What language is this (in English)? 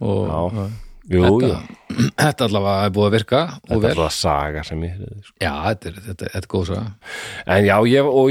Icelandic